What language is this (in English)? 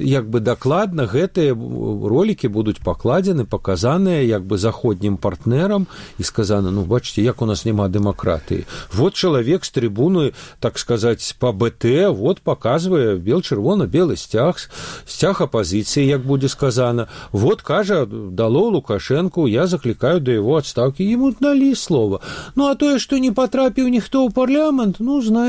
Belarusian